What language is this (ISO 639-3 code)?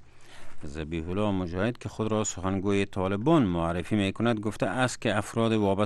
fas